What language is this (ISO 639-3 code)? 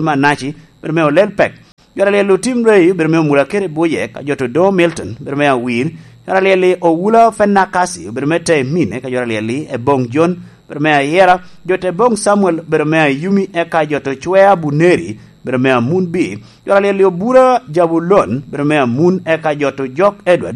laj